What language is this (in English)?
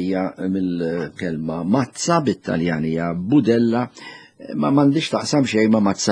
Maltese